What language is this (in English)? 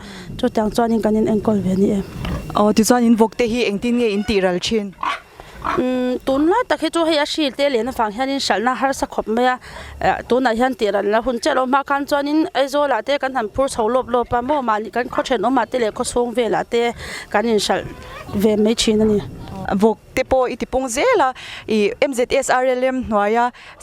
Mizo